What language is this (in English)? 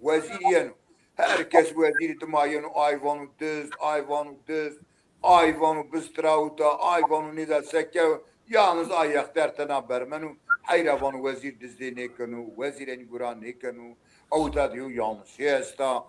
Zaza